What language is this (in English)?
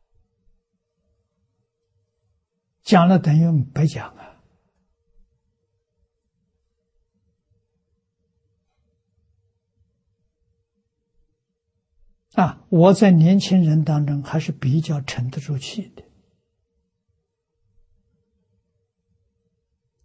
Chinese